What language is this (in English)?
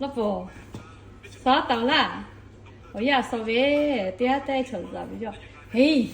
Lahu